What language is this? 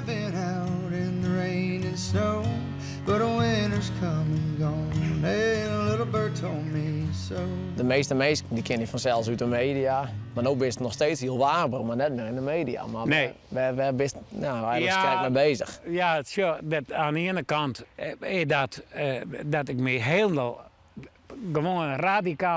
Western Frisian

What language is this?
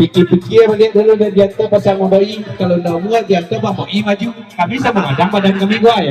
Minangkabau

